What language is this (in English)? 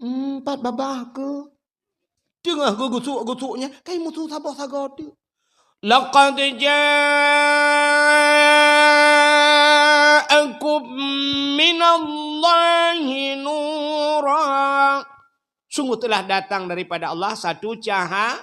Achinese